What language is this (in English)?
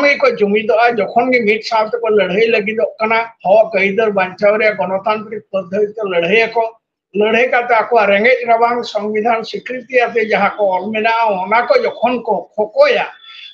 Santali